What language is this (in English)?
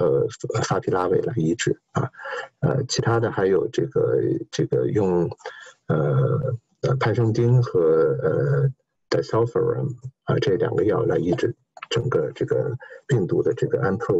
Chinese